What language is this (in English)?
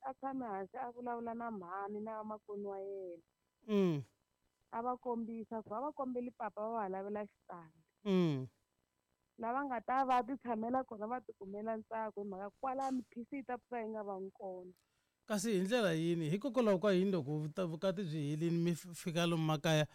Tsonga